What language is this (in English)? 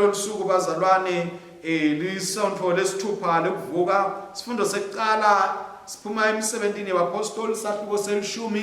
Swati